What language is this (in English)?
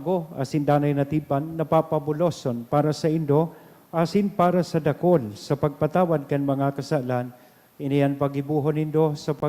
Bikol